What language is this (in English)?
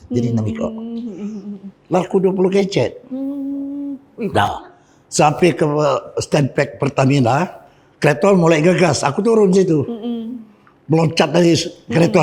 Musi